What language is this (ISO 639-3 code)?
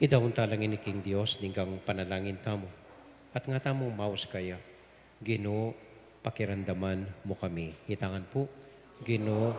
pam